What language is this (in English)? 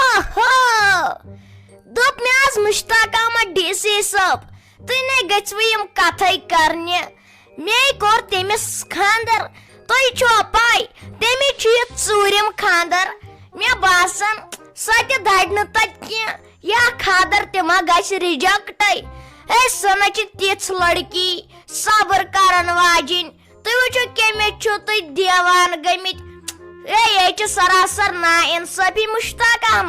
Kashmiri